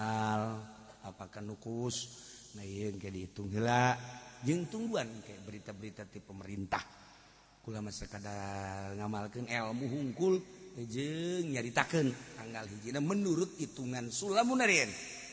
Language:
Sundanese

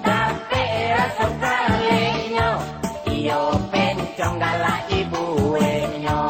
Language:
Minangkabau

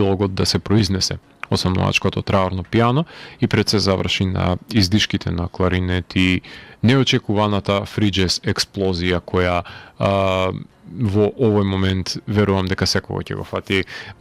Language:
Macedonian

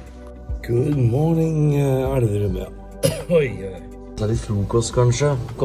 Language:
Norwegian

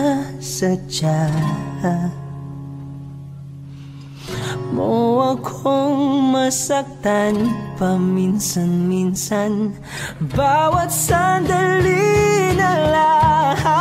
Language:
Filipino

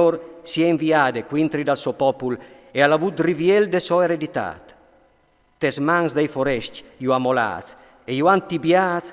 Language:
Friulian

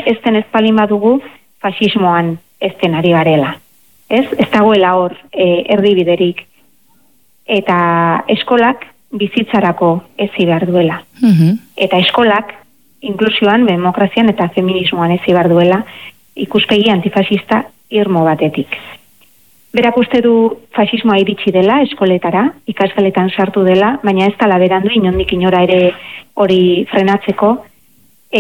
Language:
Basque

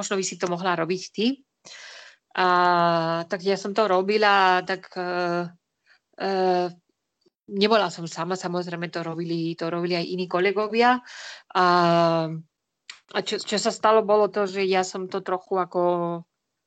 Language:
Slovak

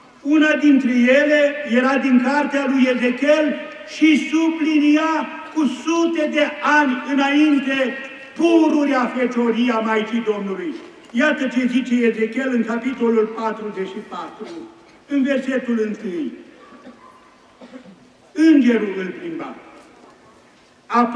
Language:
Romanian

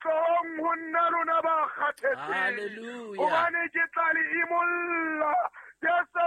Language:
Southern Sotho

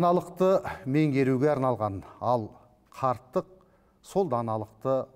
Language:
Kazakh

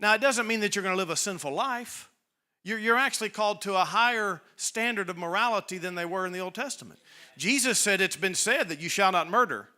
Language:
English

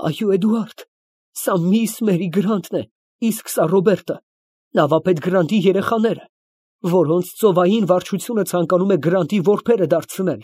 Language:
Armenian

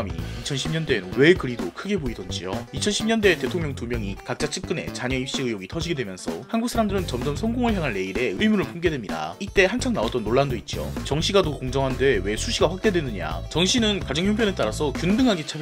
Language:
Korean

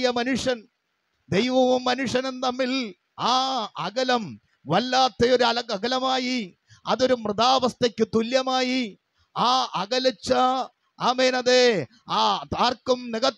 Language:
Malayalam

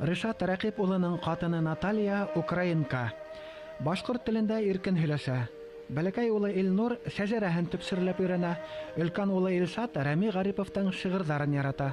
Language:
Bashkir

